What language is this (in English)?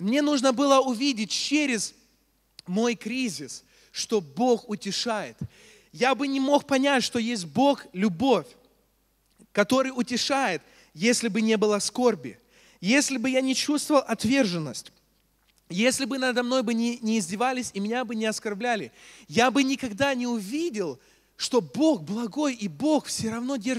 Russian